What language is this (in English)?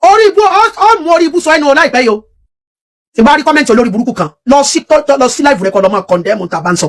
Yoruba